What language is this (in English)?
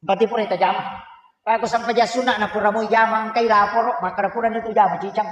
Buginese